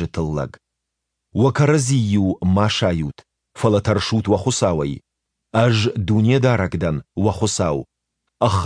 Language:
Ossetic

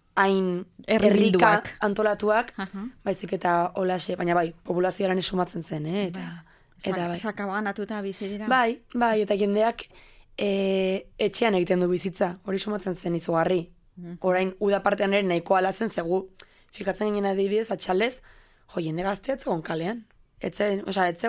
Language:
Basque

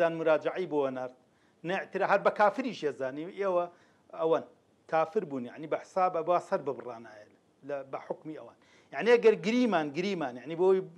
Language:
Central Kurdish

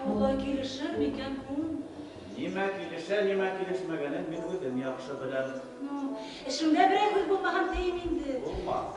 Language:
Bashkir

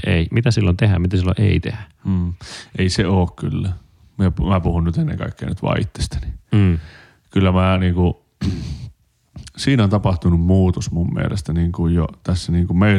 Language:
Finnish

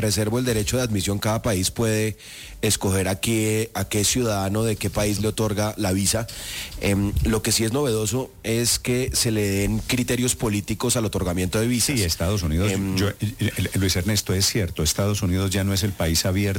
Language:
Spanish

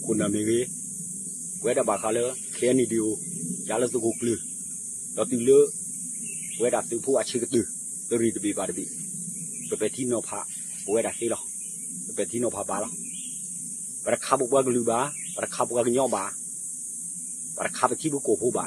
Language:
S'gaw Karen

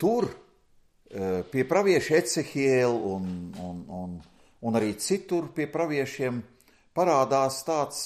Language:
Latvian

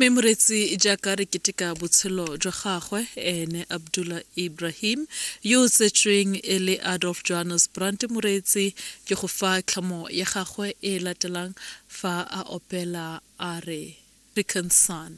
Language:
Tswana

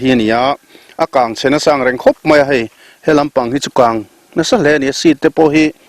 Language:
Mizo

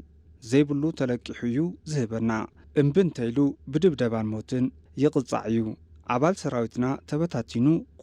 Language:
Tigrinya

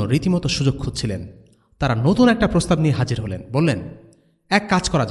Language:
Bangla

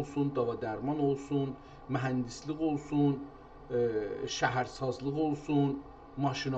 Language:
South Azerbaijani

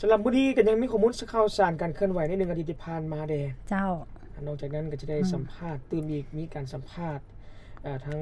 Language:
Lao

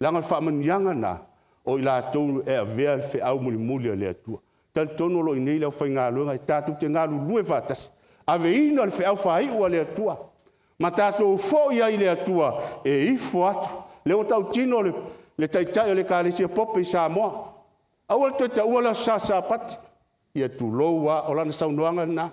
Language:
Samoan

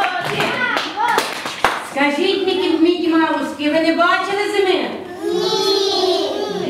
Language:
Ukrainian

